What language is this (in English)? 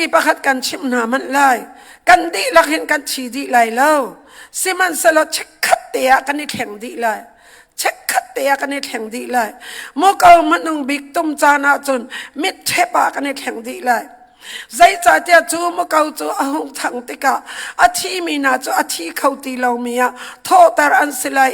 Hakha Chin